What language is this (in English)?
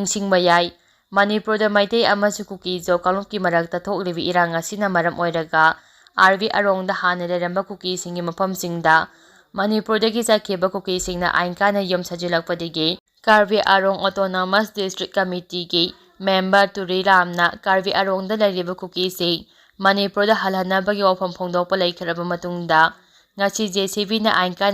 Manipuri